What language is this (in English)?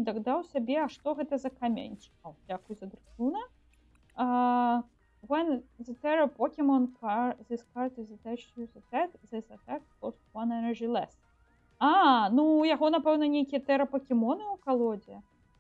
Belarusian